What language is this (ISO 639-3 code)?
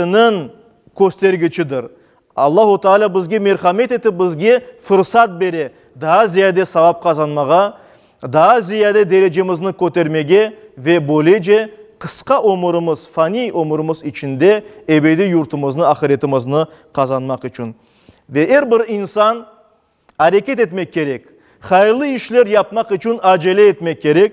crh